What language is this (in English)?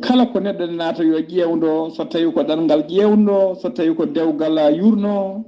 Fula